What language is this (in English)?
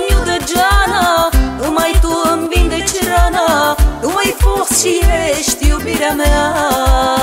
Romanian